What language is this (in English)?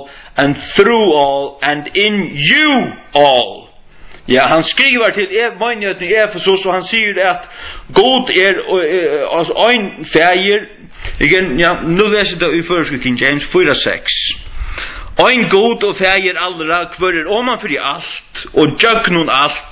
Faroese